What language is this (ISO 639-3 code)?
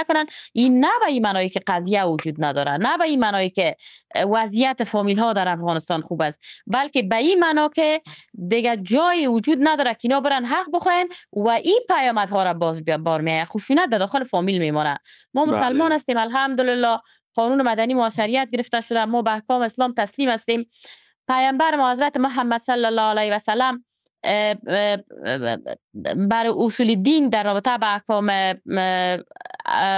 fas